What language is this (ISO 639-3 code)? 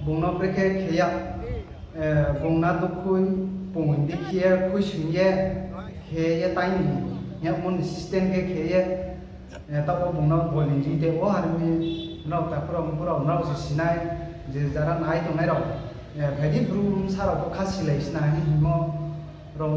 ria